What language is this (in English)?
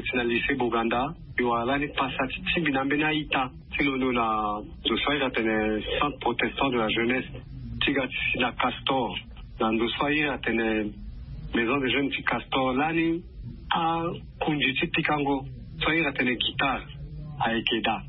Sango